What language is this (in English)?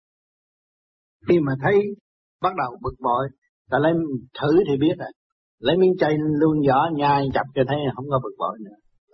Vietnamese